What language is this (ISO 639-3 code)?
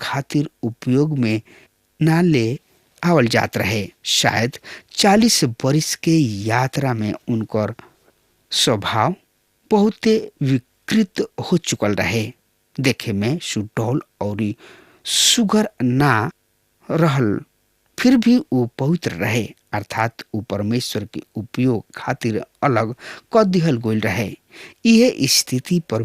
bho